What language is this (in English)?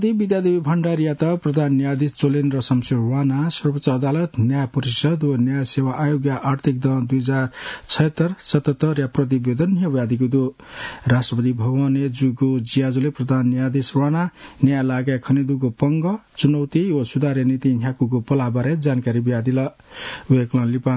Newari